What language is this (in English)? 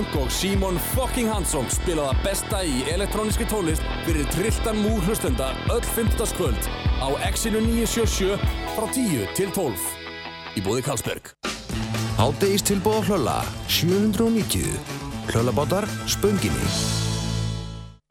Icelandic